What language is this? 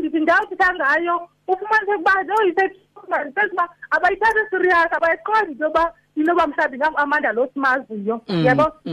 Xhosa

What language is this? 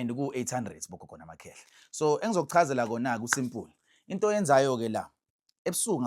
Zulu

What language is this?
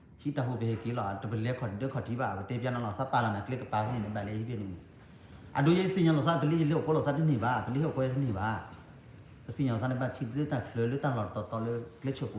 S'gaw Karen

